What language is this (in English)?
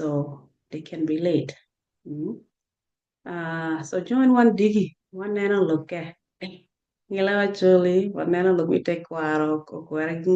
Acoli